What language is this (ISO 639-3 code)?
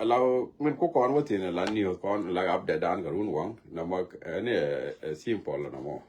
nus